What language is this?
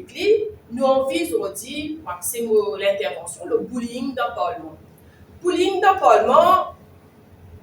Morisyen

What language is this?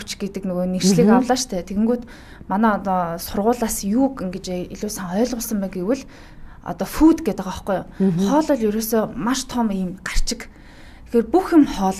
Mongolian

